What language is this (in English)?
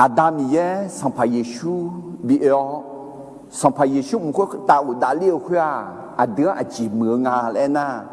Akha